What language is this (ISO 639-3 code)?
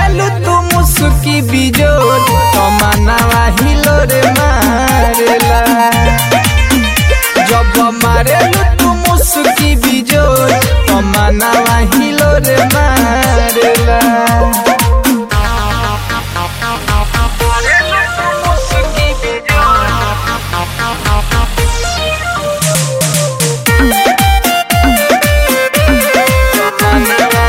bho